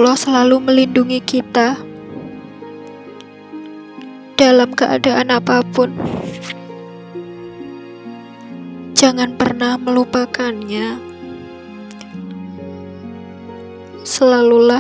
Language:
Indonesian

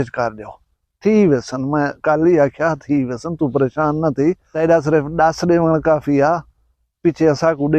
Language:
Saraiki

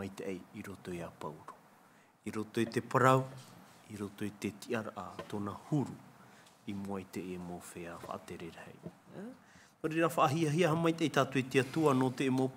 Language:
Tahitian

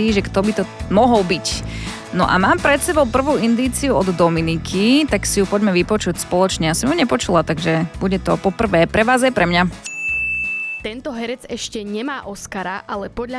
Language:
Slovak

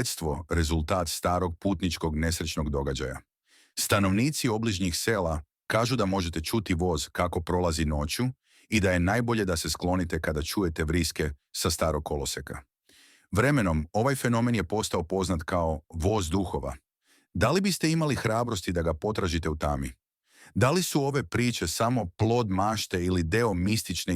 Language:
Serbian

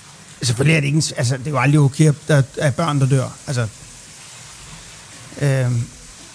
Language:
Danish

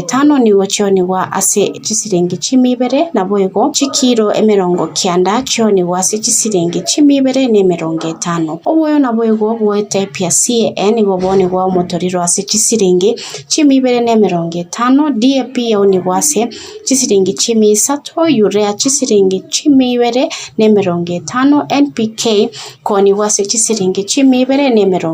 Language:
Gusii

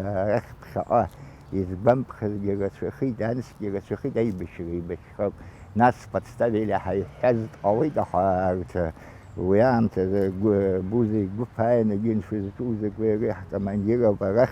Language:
Abkhazian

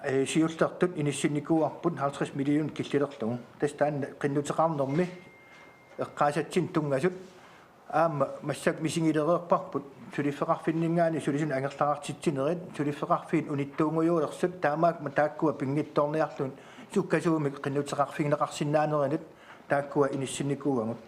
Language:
Kalaallisut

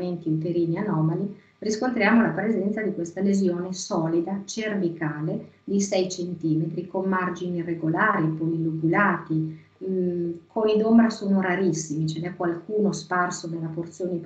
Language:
Italian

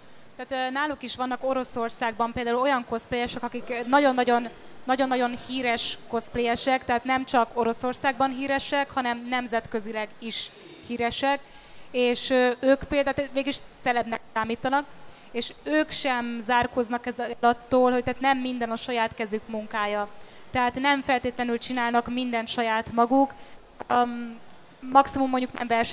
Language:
Hungarian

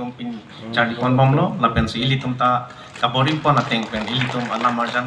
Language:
Karbi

